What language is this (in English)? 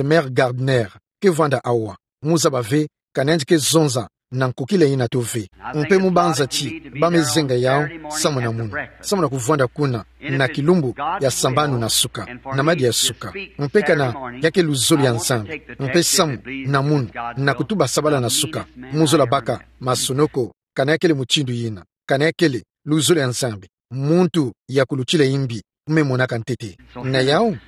Kituba (Democratic Republic of Congo)